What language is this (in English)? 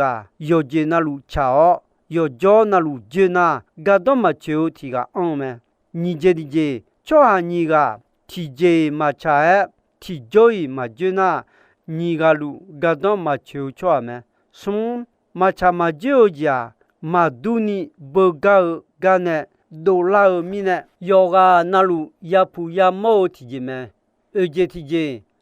Akha